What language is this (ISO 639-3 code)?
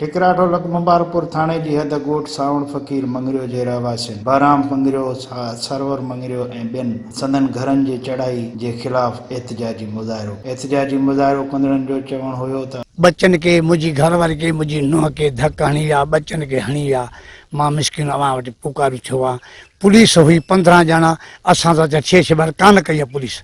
snd